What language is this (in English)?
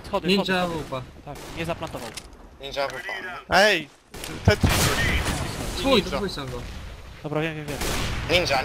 Polish